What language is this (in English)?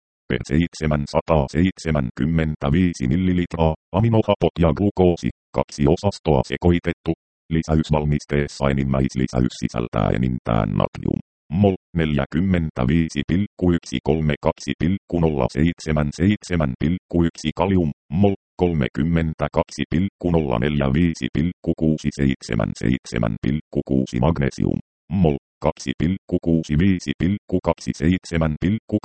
Finnish